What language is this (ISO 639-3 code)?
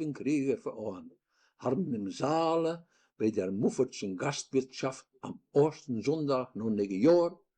wep